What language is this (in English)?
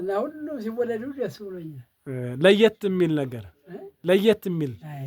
Amharic